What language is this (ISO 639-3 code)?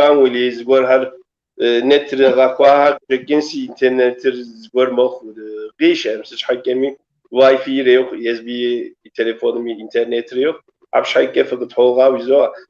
kbd